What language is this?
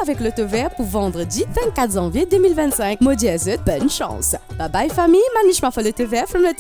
Morisyen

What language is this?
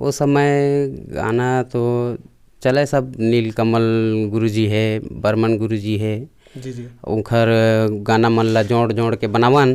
Chhattisgarhi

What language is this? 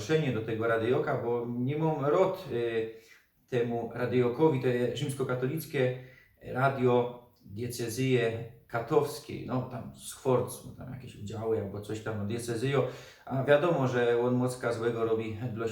Silesian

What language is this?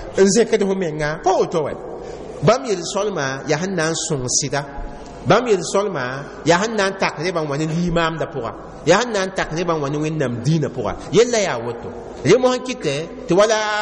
Mossi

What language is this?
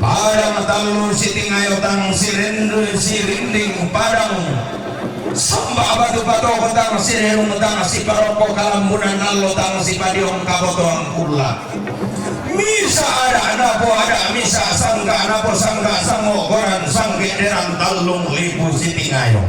Toraja-Sa'dan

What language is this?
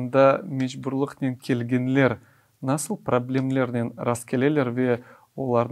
Crimean Tatar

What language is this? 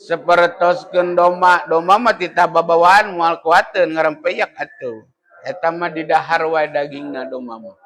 Sundanese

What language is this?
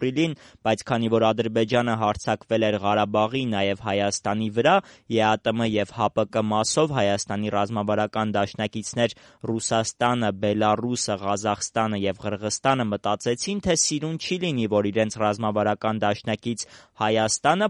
Armenian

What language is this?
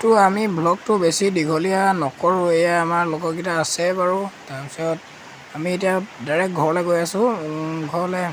Assamese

